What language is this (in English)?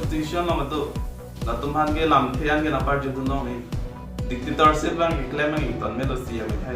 Karbi